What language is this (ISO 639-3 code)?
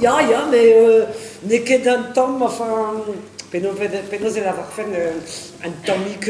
bre